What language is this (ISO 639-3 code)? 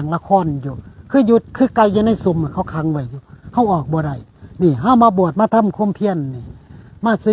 tts